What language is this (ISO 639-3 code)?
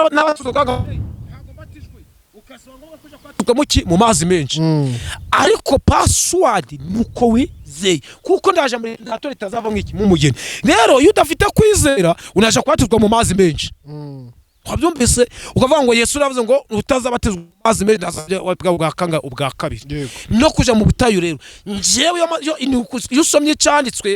kin